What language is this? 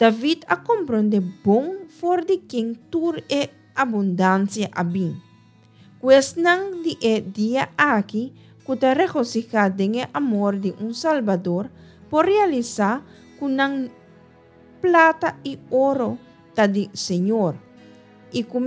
Papiamento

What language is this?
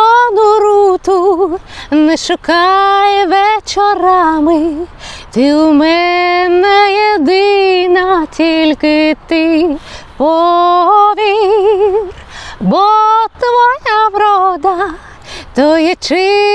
Ukrainian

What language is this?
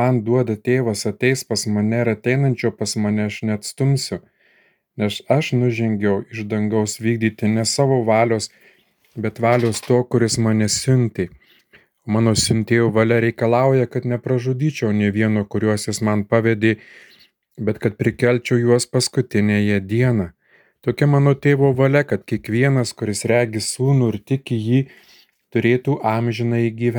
Lithuanian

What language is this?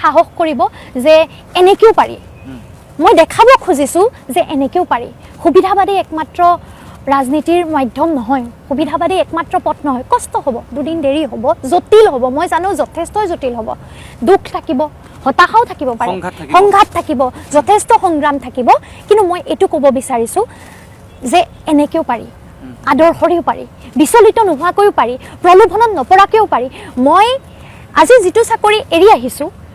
Assamese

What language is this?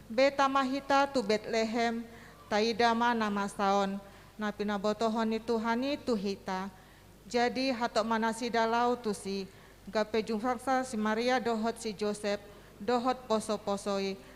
Batak Toba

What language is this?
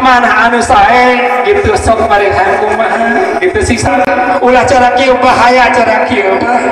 Sundanese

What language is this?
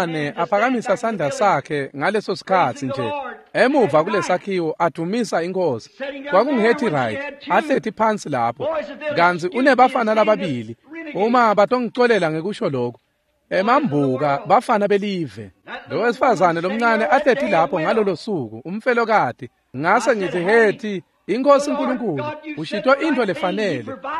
Swati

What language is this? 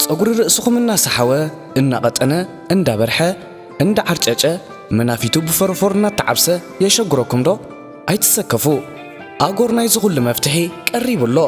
Tigrinya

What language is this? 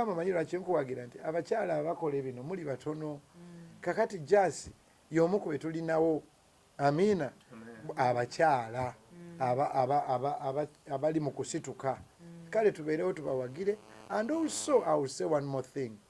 Ganda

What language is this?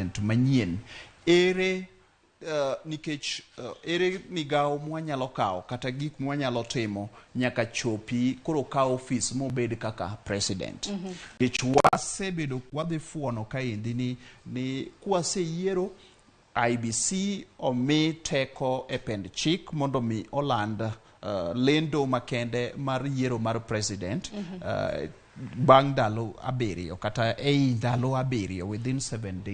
Luo (Kenya and Tanzania)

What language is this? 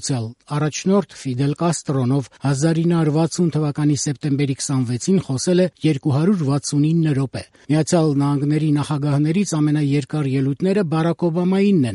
Armenian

